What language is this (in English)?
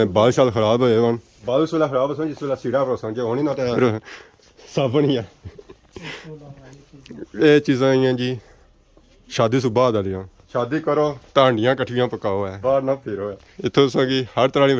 Pahari-Potwari